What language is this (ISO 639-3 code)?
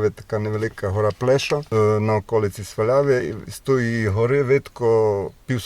rue